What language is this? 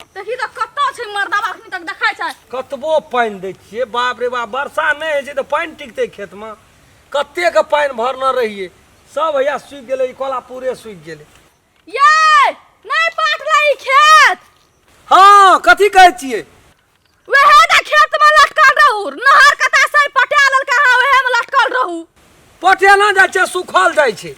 Maithili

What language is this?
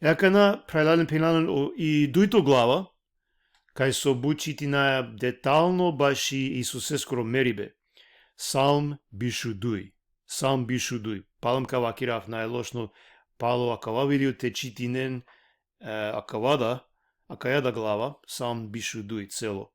Balkan Romani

